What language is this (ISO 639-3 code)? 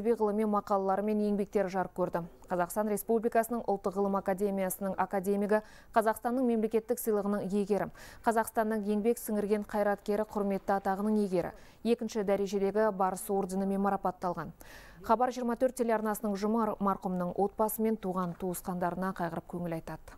kaz